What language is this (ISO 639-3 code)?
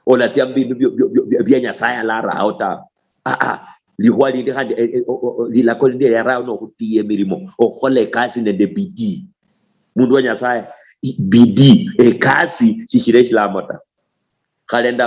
luy